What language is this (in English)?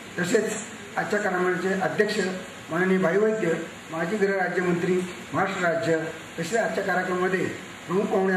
Marathi